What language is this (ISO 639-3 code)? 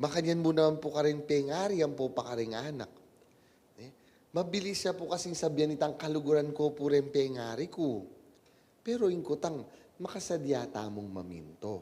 pam